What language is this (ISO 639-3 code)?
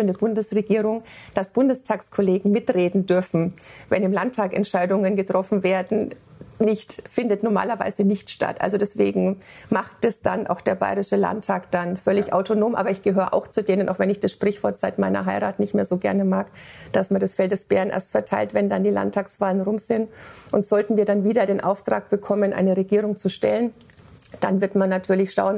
deu